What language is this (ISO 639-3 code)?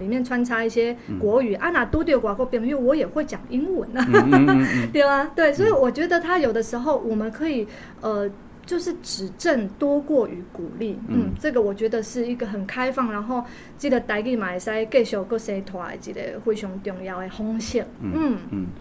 nan